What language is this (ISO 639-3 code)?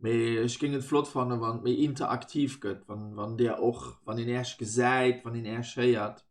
ltz